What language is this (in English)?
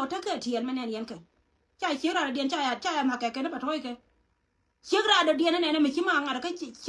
Nuer